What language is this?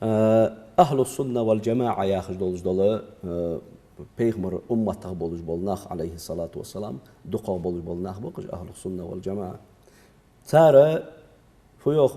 Ingush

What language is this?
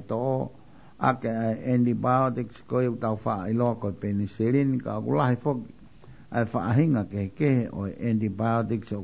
Tongan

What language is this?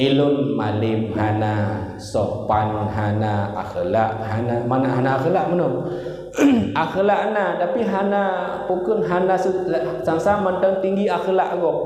Achinese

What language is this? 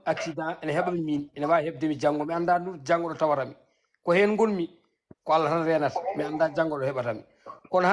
Fula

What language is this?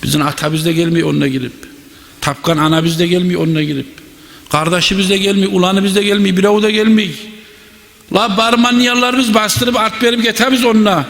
Kumyk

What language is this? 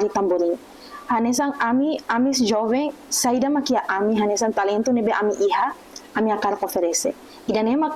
Tetum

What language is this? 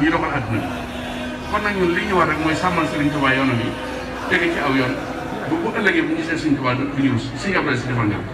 Wolof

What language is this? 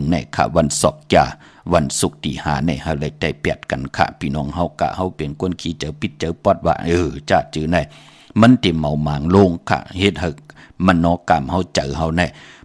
Shan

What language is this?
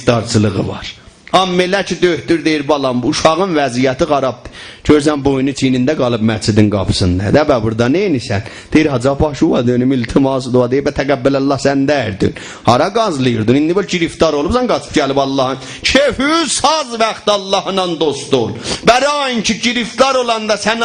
South Azerbaijani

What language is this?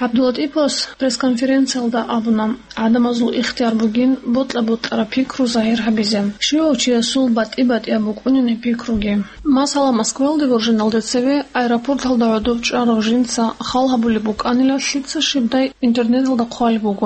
Avaric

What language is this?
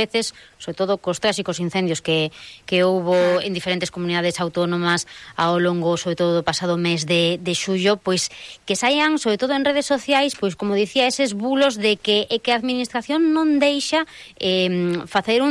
Galician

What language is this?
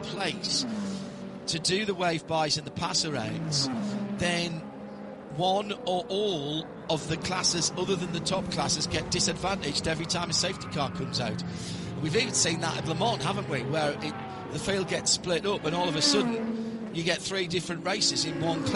English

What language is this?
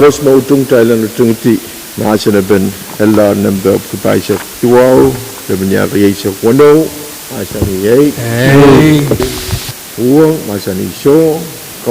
Pohnpeian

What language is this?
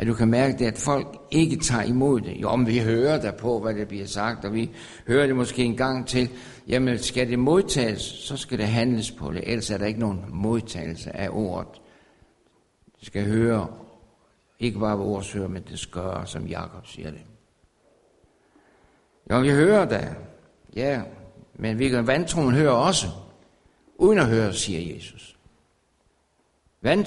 Danish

